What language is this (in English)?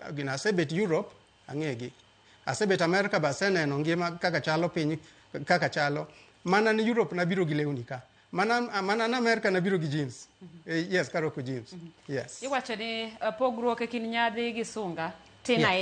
Luo (Kenya and Tanzania)